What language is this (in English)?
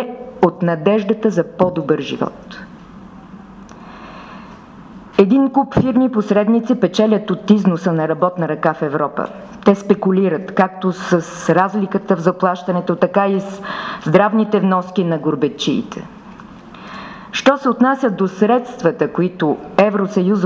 Bulgarian